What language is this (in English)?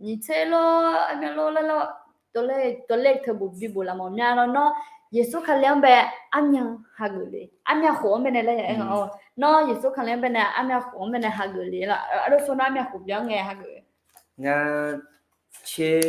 Akha